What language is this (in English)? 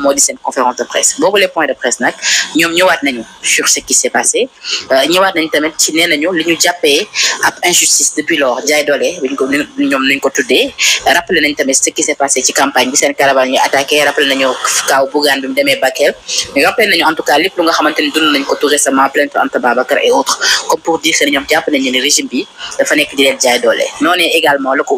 Wolof